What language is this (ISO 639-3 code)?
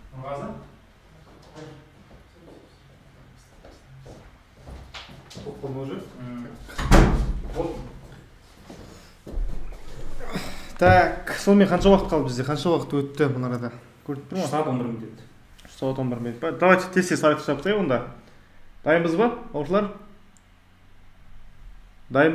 kaz